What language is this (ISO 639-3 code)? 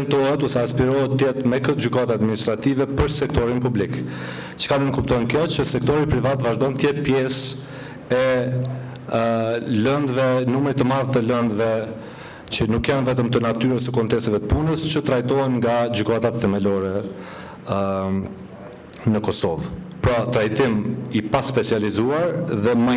sqi